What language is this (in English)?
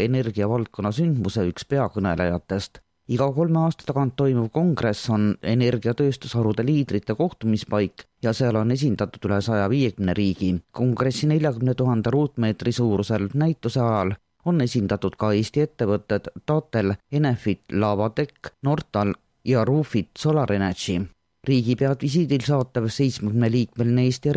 Estonian